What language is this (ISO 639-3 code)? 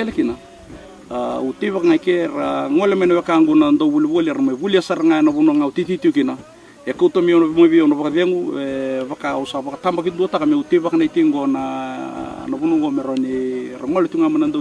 fij